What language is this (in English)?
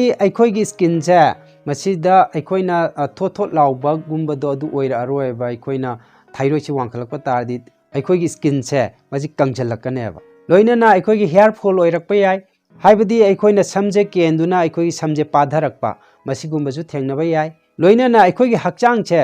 Manipuri